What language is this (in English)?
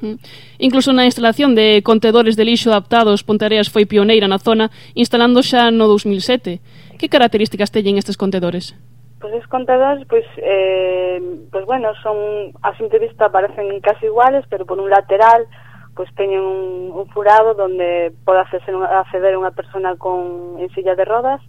Galician